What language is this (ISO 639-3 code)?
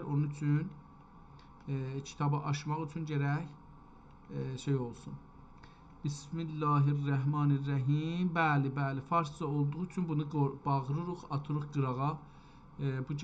azb